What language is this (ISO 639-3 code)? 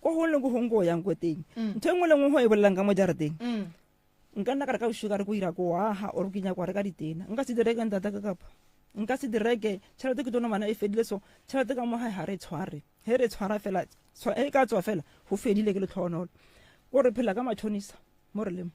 nso